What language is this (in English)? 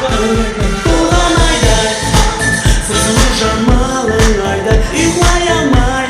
Kara-Kalpak